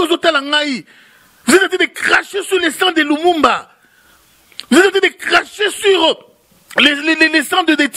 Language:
Lingala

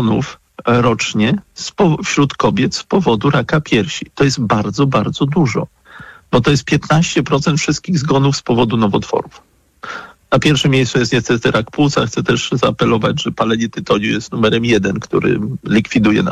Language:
Polish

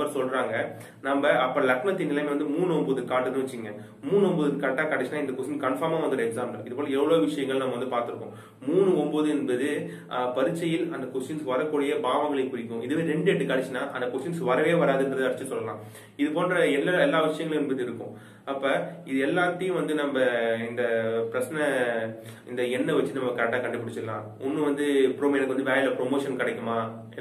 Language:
Tamil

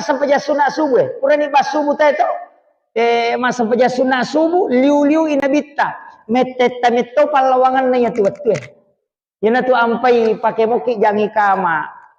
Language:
Buginese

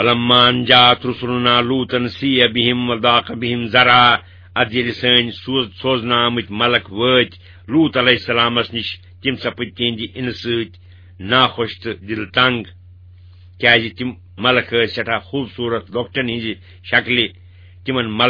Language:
Kashmiri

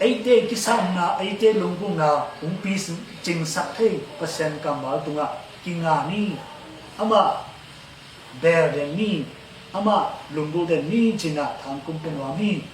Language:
Tedim Chin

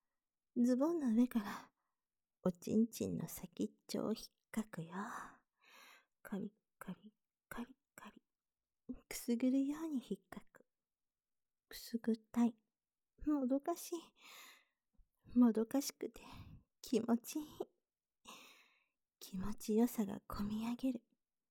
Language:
Japanese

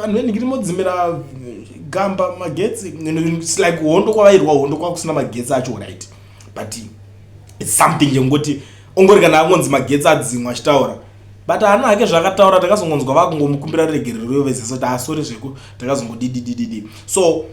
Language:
Shona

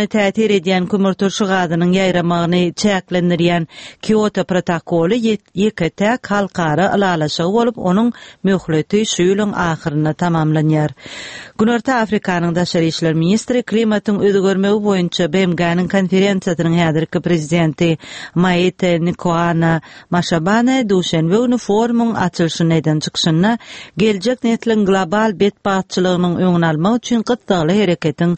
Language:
Turkmen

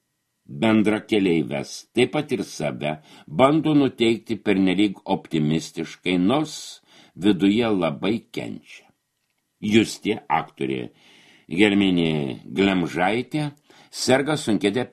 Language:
Lithuanian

